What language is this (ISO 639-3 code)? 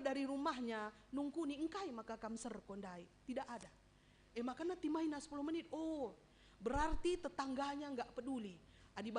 btx